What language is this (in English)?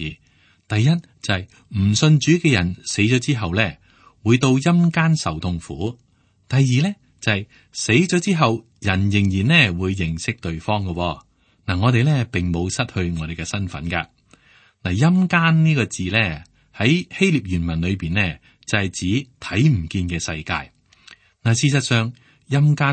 Cantonese